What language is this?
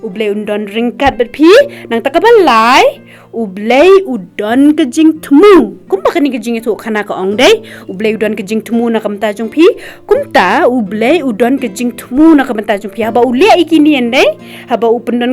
Khasi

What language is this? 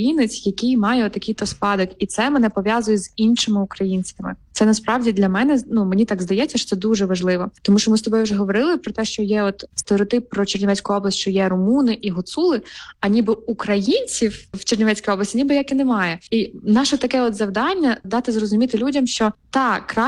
Ukrainian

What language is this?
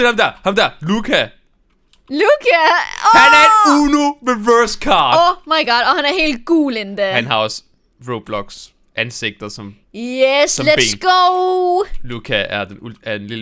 Danish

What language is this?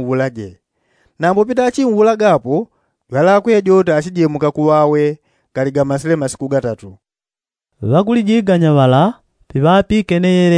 Yao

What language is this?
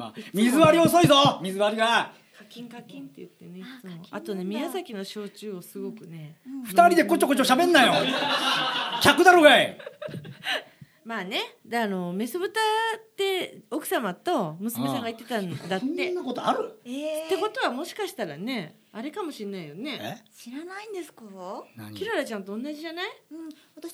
Japanese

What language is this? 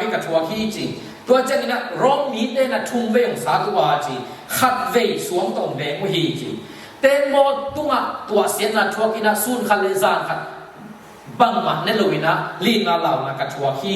Tedim Chin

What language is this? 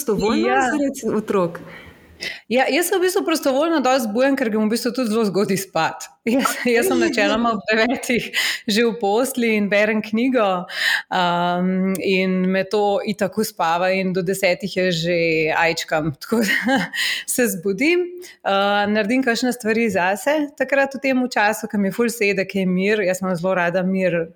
Slovenian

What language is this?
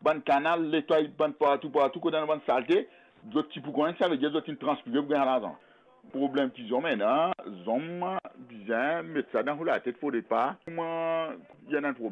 Morisyen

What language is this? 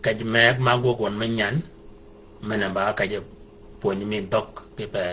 Shilluk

